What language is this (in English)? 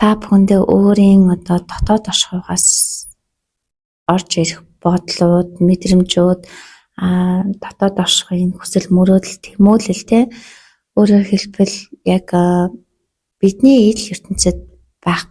Mongolian